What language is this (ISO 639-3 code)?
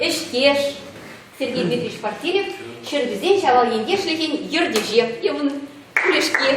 chv